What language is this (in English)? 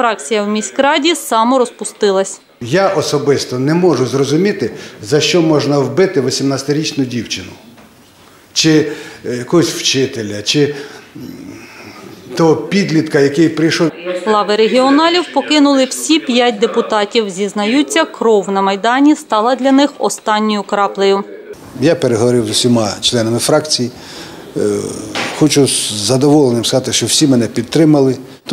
Ukrainian